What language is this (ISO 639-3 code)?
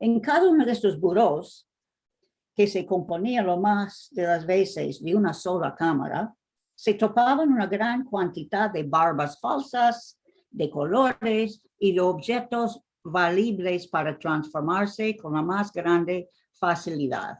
lad